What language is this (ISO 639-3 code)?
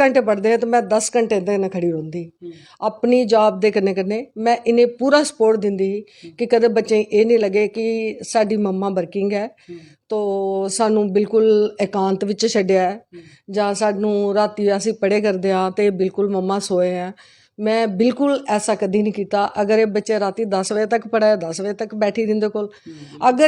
doi